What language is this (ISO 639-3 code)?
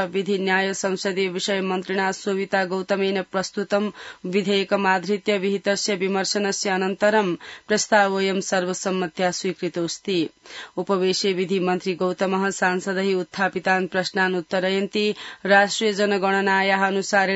san